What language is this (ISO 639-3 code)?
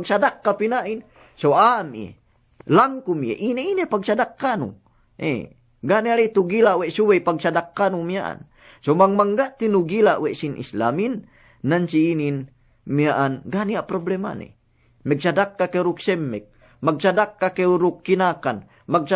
yka